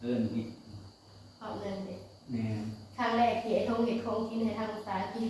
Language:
Northeastern Thai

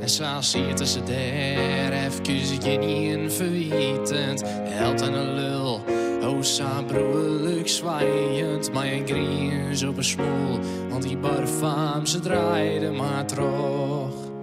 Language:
Western Frisian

